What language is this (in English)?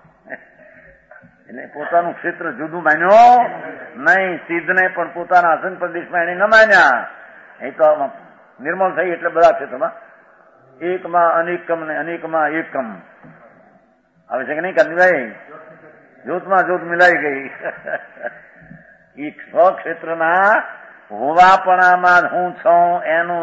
Gujarati